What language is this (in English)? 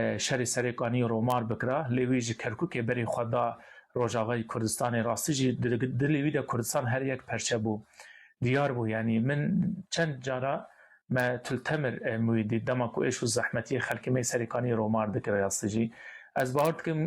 Kurdish